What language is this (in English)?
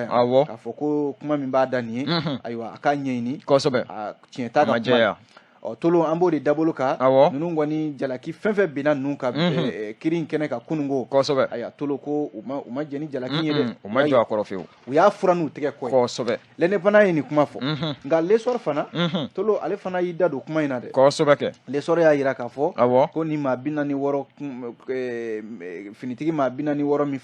Bambara